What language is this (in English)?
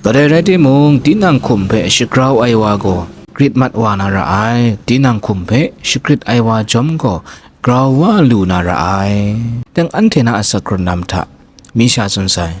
Kachin